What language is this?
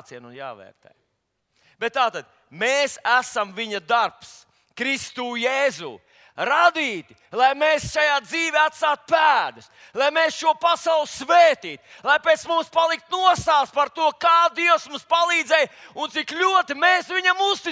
Latvian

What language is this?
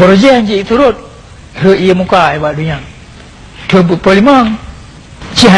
Achinese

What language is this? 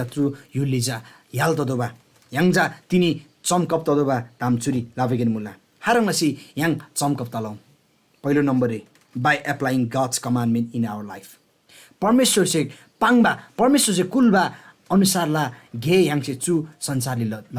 Eastern Tamang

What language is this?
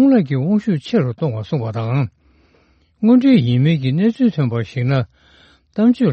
Tibetan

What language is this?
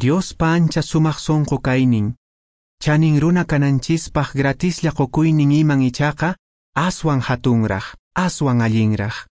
Quechua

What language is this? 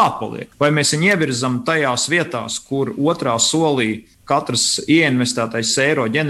Latvian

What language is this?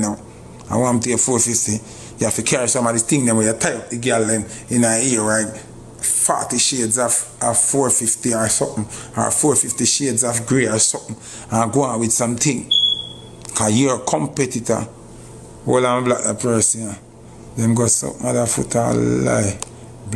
Jamaican Creole English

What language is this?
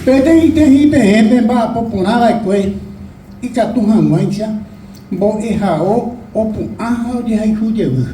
Guarani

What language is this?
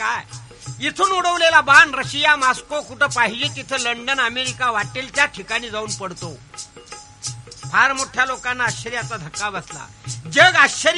Marathi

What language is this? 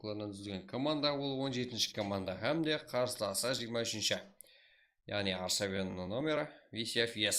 Kara-Kalpak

